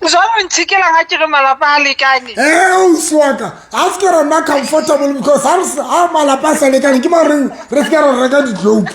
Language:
Southern Sotho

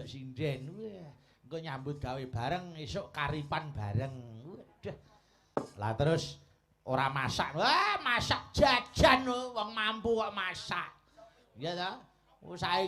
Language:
Javanese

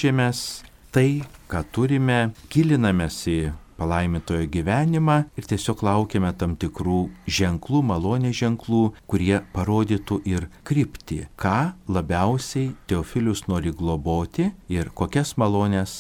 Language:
Lithuanian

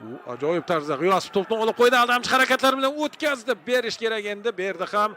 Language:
Uzbek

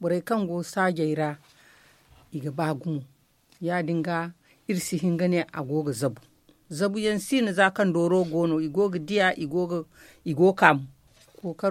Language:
Zarma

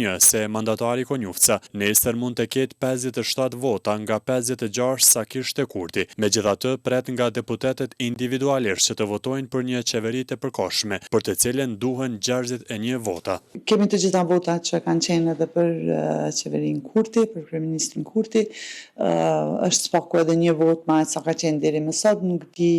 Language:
Albanian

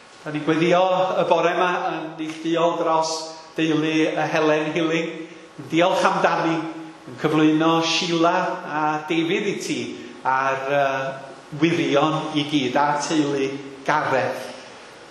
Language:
Welsh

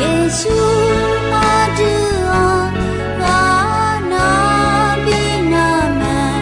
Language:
Akha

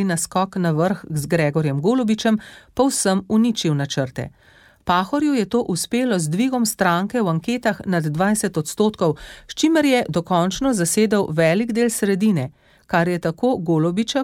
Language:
Slovenian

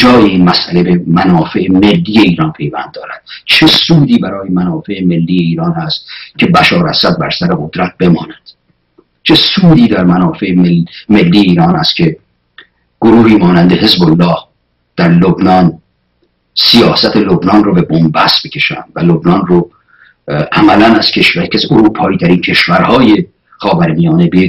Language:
Persian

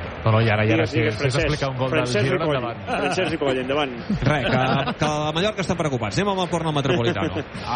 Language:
Catalan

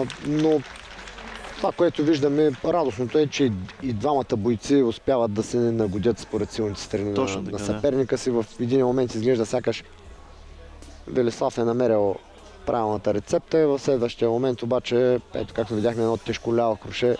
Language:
Bulgarian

